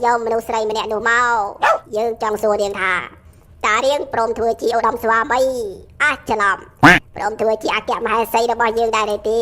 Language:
Khmer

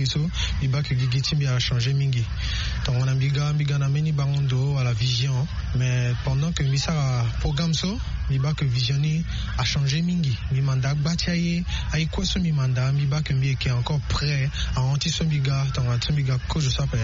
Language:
Sango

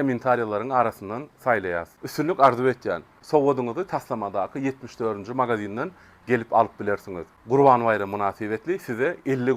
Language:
Turkmen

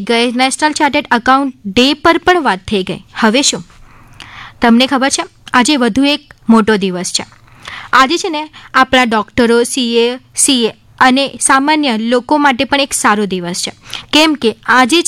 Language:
Gujarati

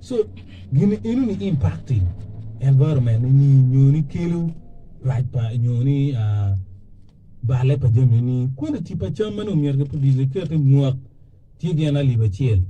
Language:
Acoli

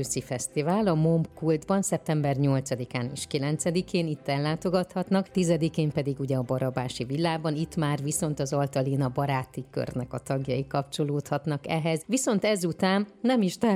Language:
Hungarian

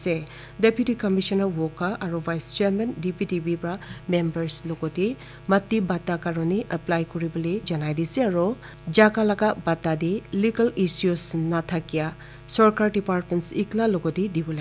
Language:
Naga Pidgin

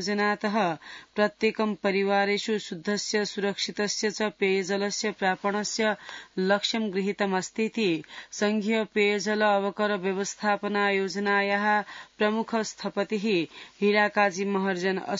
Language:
Sanskrit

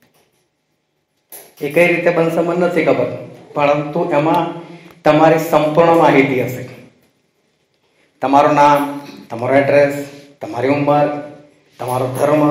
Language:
Gujarati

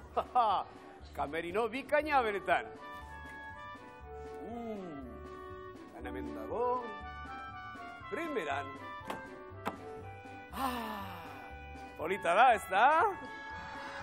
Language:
Basque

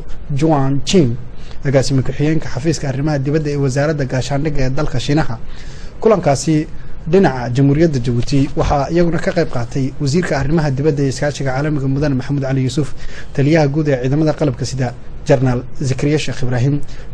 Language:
Somali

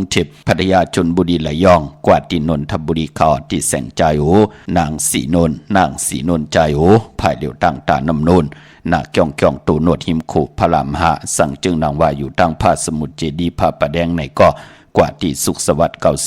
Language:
Shan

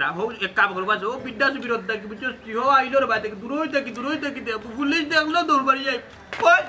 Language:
Sylheti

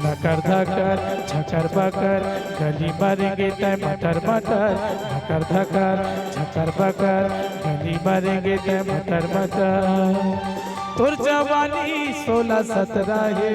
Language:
Chhattisgarhi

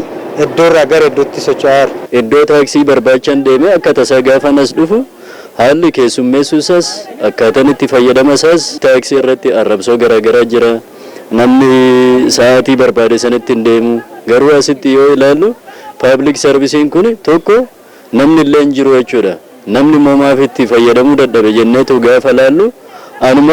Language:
Oromo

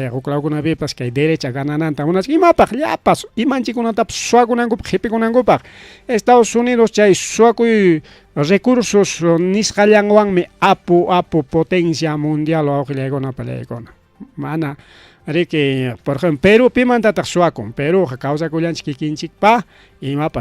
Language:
Ayacucho Quechua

